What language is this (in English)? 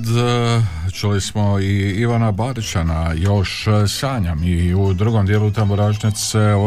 Croatian